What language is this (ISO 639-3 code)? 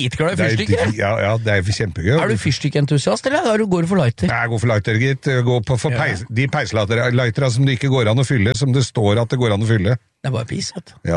nor